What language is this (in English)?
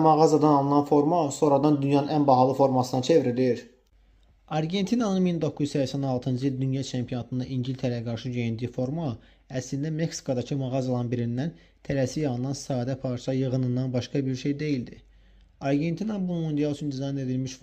Azerbaijani